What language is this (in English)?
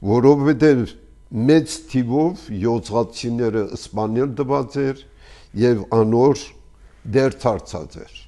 Armenian